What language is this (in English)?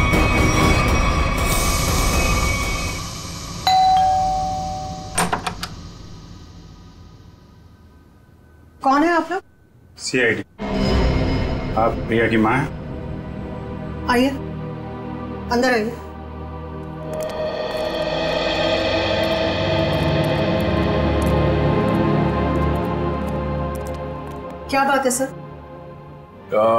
Hindi